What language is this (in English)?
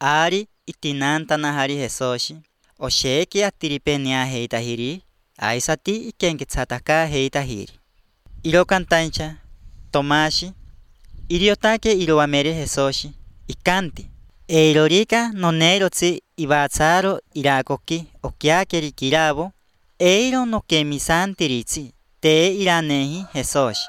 Basque